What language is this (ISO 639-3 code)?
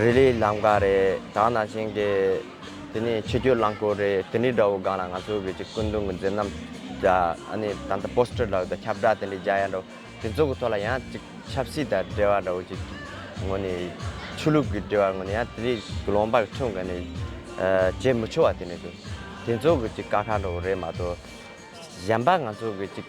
bod